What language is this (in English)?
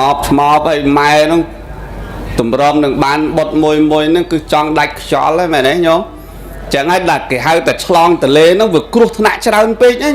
Khmer